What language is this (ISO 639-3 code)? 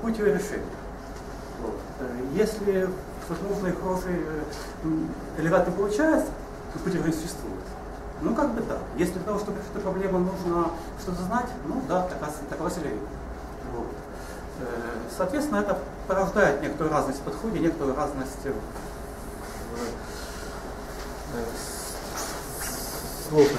rus